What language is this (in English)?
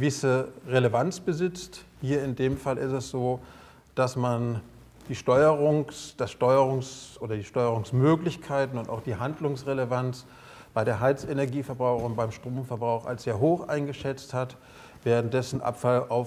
German